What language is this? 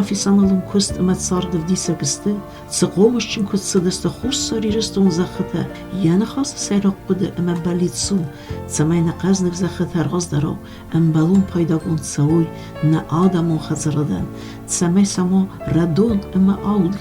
Ossetic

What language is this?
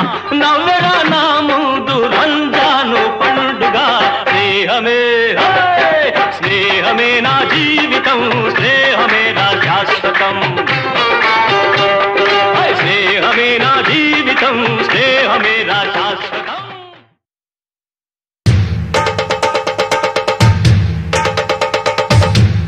Telugu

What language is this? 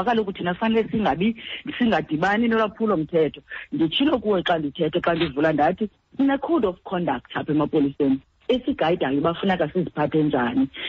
Xhosa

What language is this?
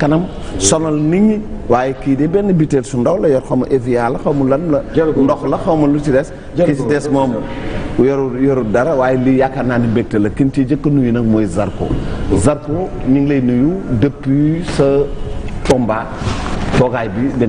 Wolof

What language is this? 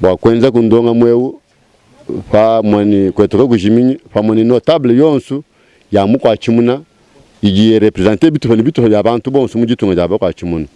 Luba-Lulua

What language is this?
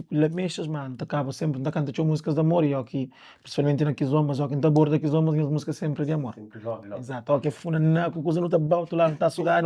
Kabuverdianu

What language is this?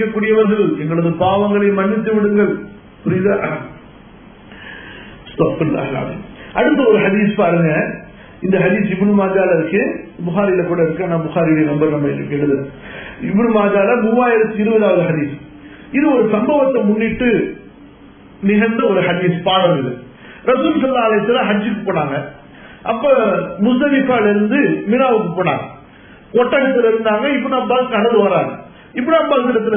Tamil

